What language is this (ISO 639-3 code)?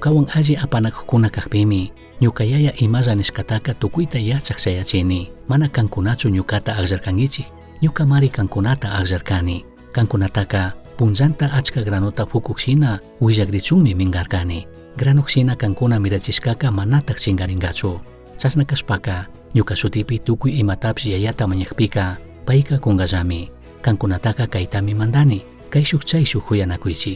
qug